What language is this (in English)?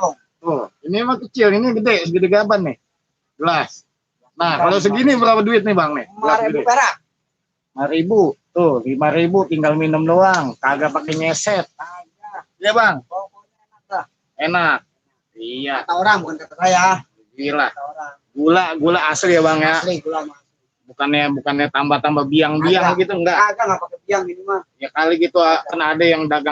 Betawi